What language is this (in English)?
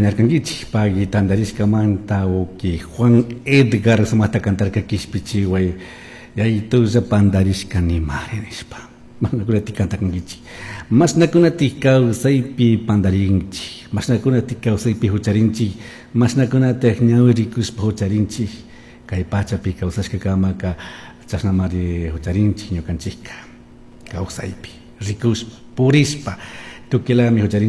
Chimborazo Highland Quichua